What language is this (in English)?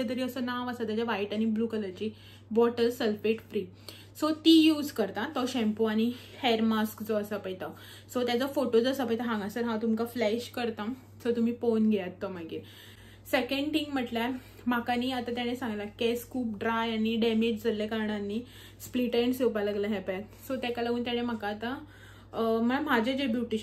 Konkani